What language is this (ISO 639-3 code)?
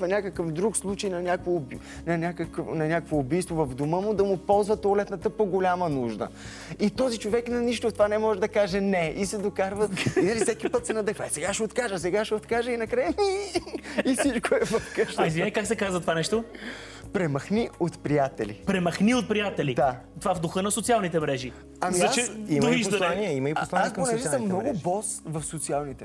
bul